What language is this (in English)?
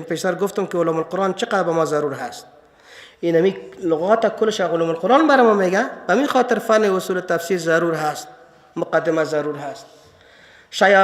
Persian